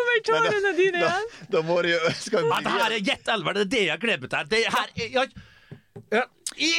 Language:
Norwegian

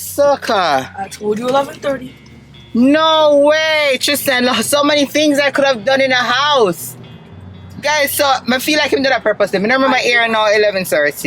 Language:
Jamaican Creole English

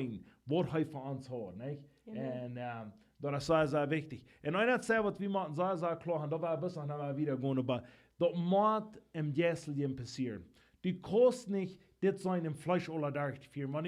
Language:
Plautdietsch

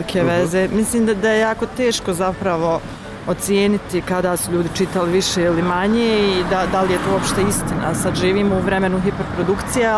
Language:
Bosnian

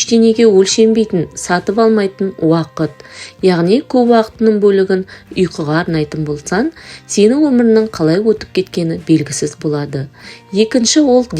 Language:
Kazakh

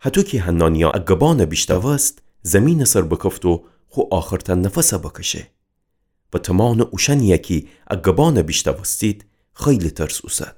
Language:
Gilaki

